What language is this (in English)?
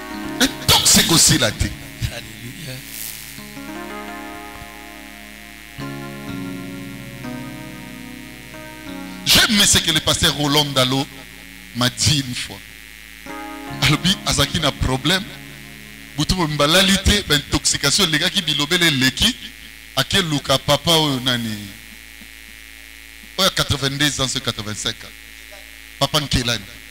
French